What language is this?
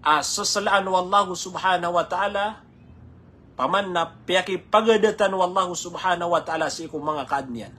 Maranao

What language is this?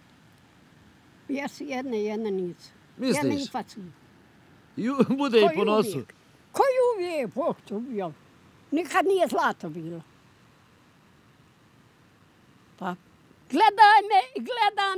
Bosnian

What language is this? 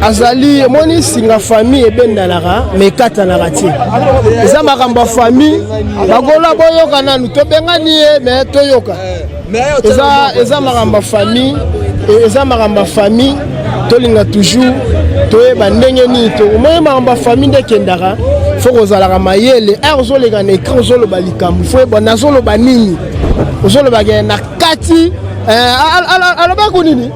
Lingala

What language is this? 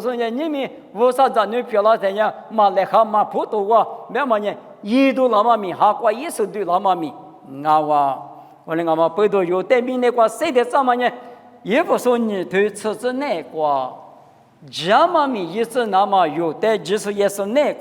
Lisu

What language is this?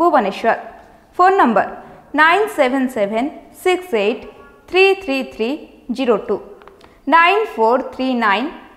Odia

